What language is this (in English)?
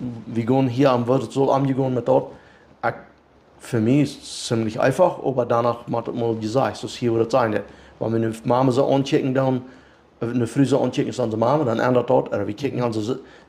Plautdietsch